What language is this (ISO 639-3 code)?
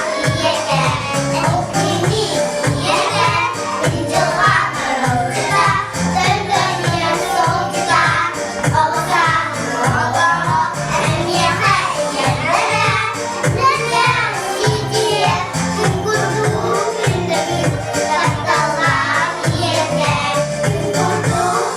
sah